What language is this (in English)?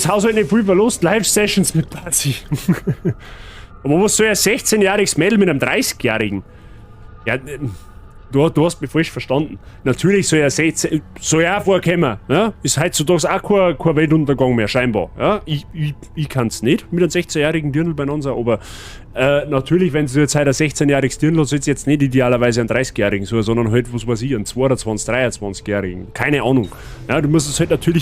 Bavarian